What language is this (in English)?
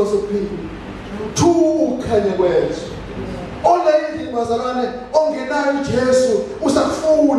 Zulu